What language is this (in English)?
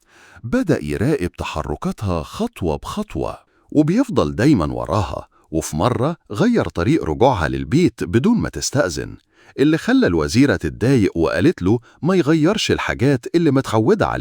Egyptian Arabic